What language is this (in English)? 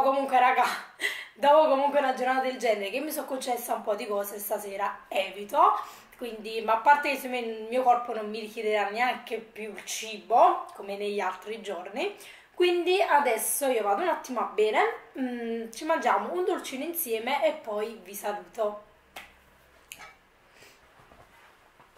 Italian